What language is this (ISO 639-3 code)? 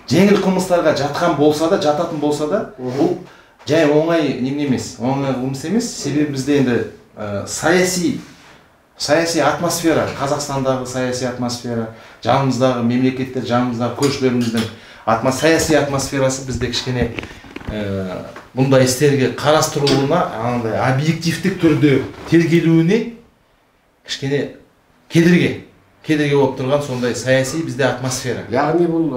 kaz